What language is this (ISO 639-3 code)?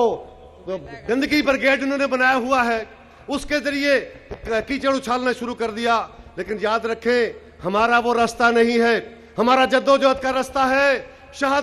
urd